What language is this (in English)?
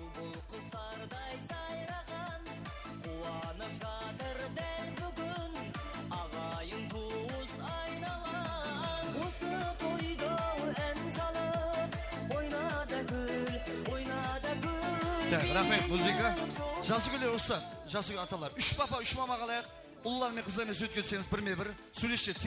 Kara-Kalpak